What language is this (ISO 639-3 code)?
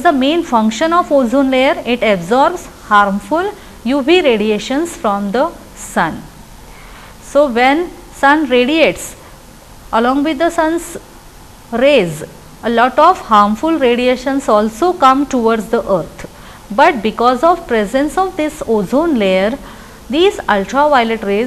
eng